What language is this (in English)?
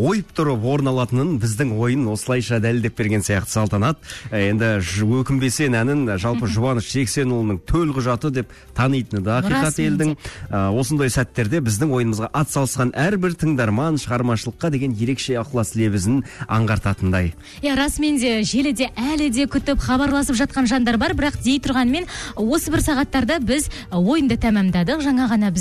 Kazakh